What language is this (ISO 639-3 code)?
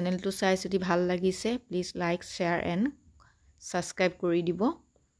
asm